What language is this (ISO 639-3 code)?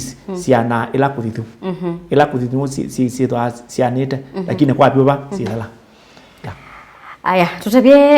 kam